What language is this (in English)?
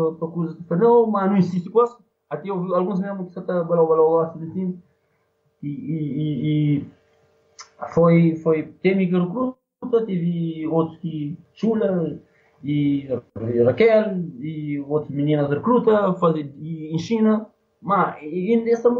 Portuguese